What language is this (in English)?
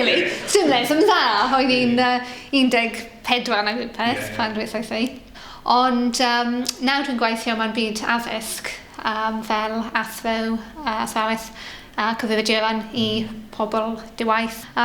Welsh